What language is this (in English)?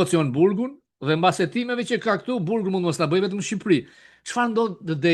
Albanian